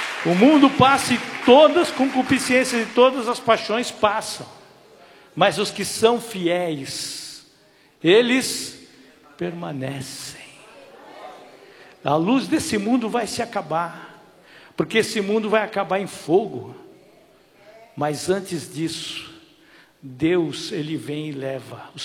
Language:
Portuguese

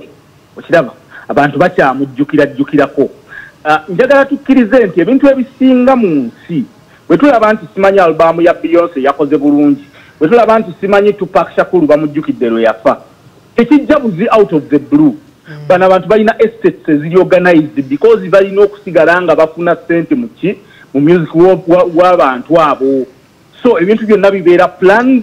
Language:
Ganda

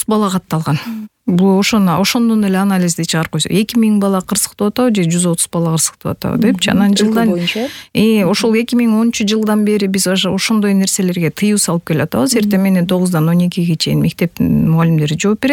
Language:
Kyrgyz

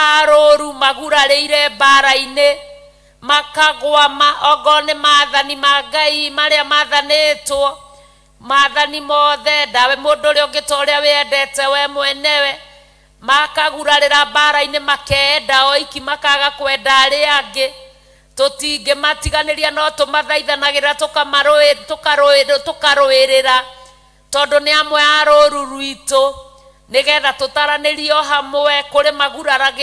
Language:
Kikuyu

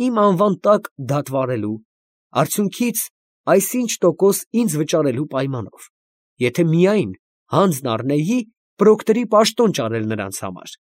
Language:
Armenian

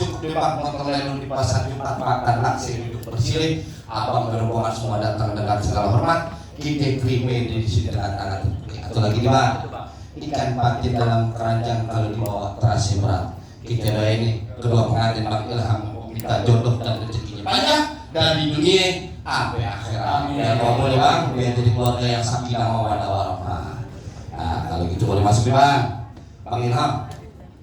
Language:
Betawi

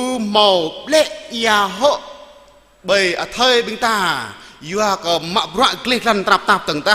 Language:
Jarai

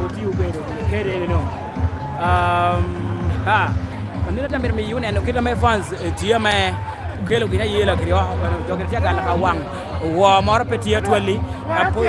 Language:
Lango (Uganda)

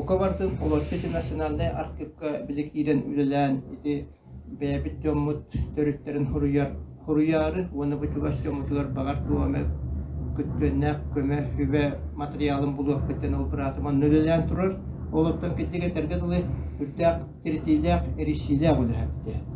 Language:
Yakut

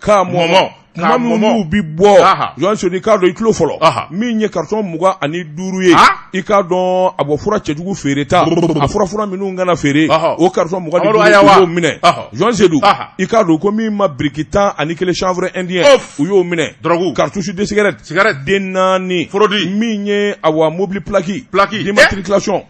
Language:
Bambara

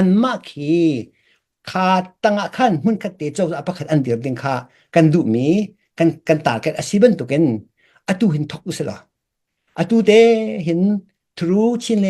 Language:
Hakha Chin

